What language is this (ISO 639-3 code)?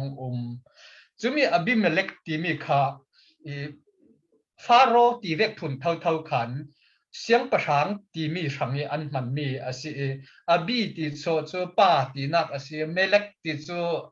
cfm